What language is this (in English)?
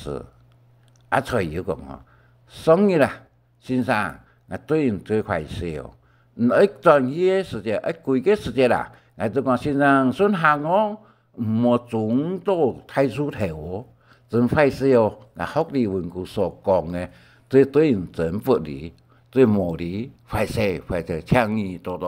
Hakka Chinese